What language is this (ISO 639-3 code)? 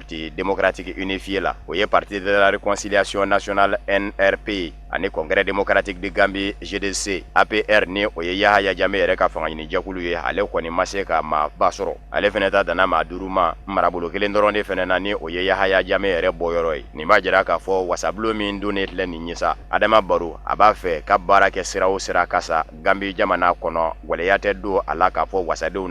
bam